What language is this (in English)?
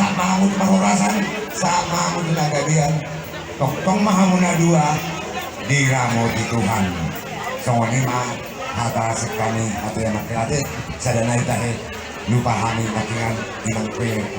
Batak Toba